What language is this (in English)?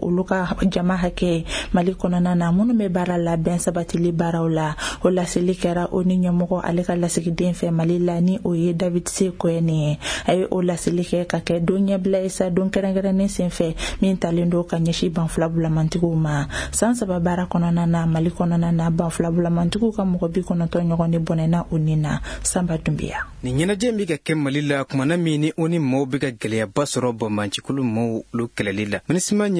Bambara